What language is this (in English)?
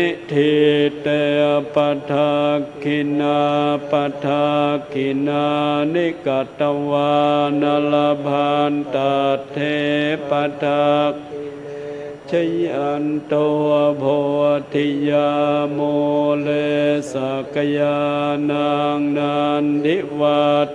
Pali